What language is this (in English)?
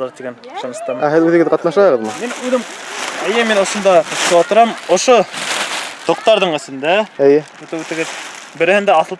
Bashkir